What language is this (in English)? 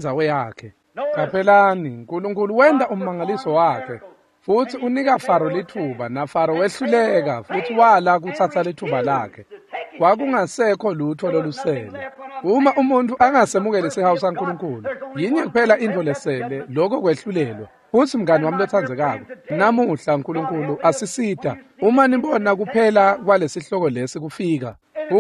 Swati